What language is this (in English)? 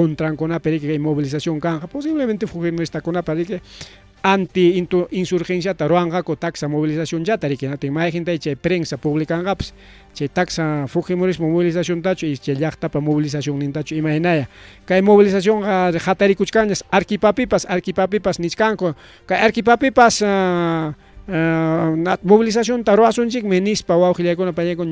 Ayacucho Quechua